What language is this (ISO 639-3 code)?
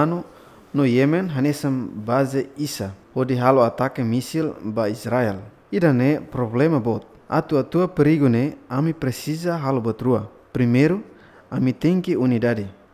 tet